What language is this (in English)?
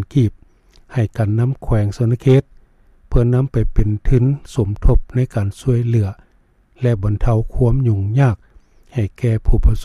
Lao